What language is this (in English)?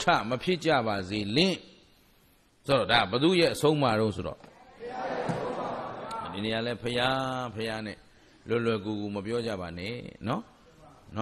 Burmese